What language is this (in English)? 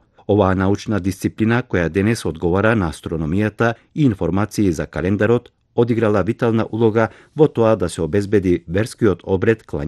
Macedonian